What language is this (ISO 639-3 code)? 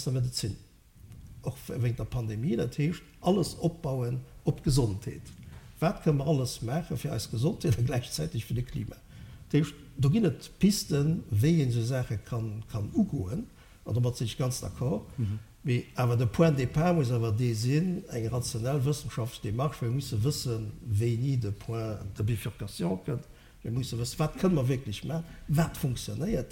ltz